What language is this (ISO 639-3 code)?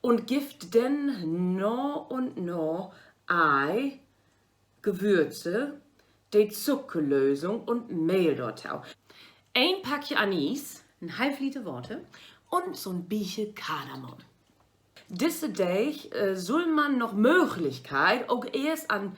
nds